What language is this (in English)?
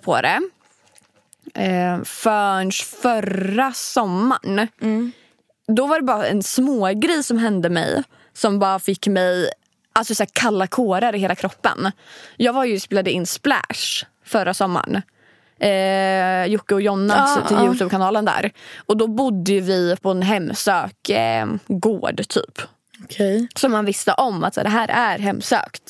Swedish